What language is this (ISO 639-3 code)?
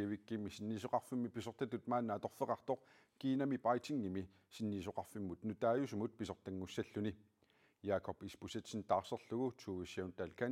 kal